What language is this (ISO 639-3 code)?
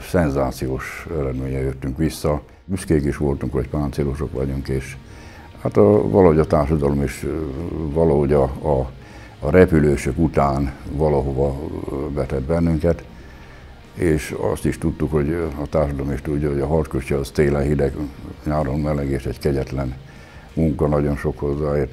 hun